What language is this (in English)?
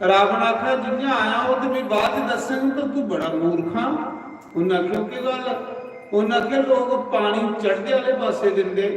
Dogri